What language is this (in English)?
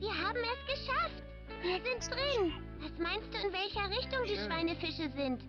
Swiss German